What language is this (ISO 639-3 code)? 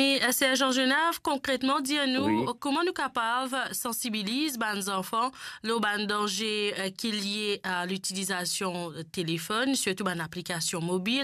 mfe